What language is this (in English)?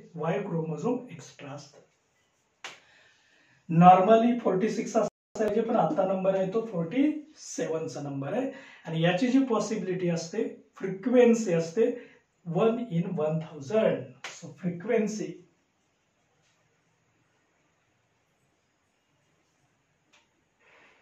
Marathi